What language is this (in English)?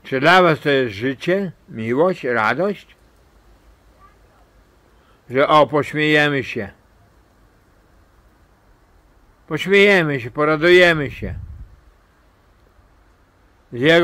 Polish